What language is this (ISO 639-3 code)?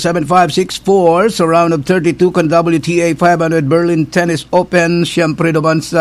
bik